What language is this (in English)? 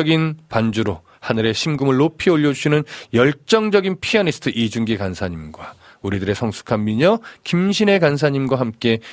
Korean